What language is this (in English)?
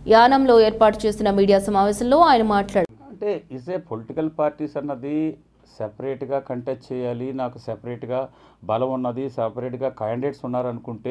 Telugu